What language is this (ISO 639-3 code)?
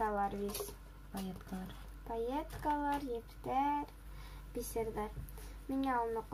bak